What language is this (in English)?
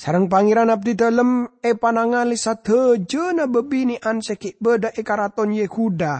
Madurese